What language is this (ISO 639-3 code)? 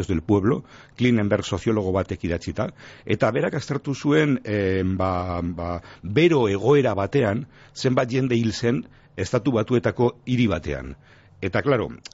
eus